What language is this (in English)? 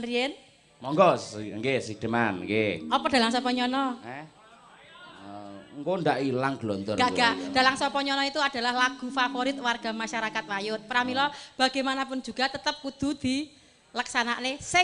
Javanese